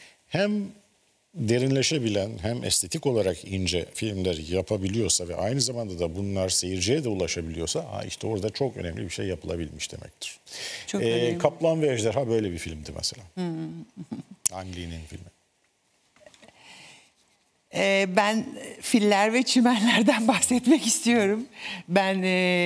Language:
Turkish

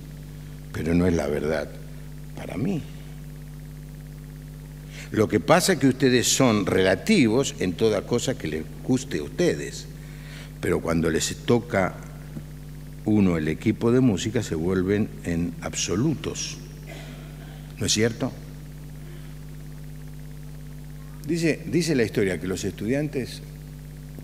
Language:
Spanish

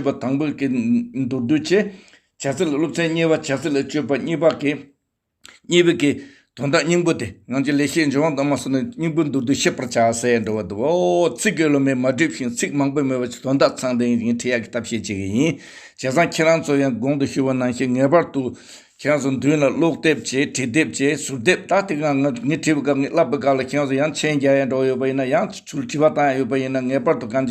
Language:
Tibetan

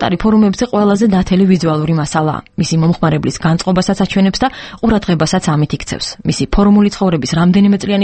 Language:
Georgian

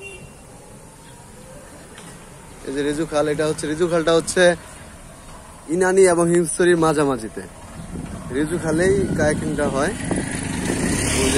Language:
Bangla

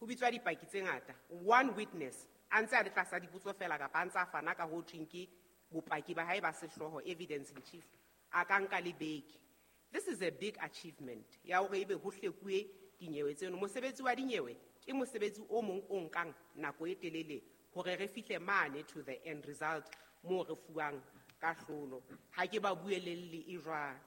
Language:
Southern Sotho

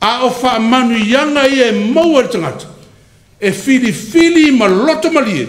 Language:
Samoan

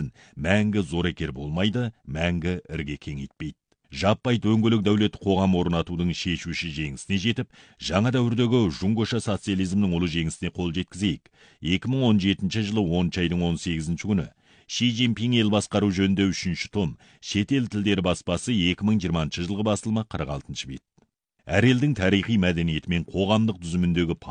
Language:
Kazakh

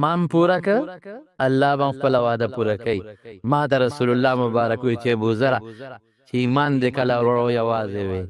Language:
Pashto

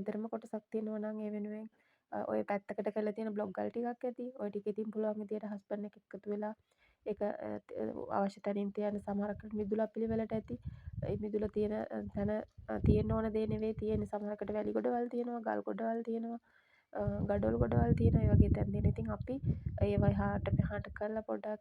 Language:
Sinhala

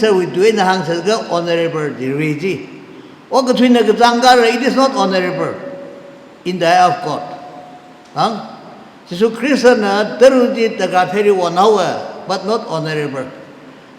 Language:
Tangkhul Naga (India)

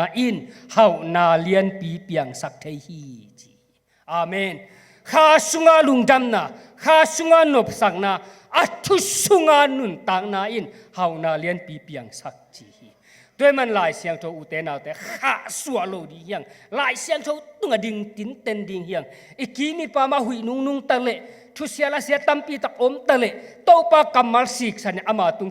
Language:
Tedim Chin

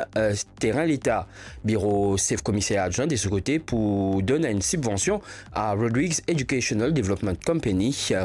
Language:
Morisyen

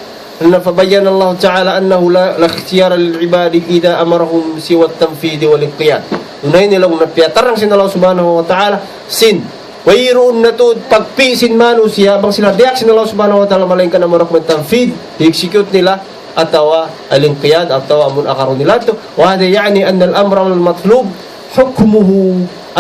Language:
Tausug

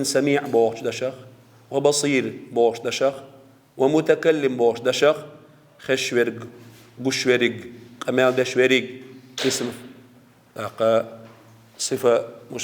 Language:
Chechen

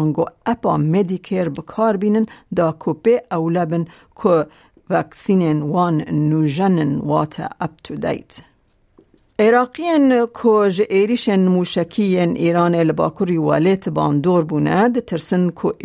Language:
Kurdish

